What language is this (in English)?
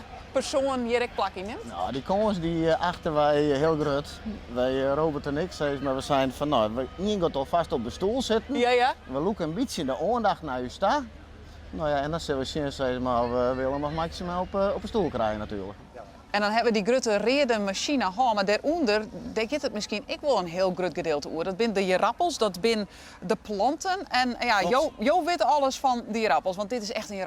Western Frisian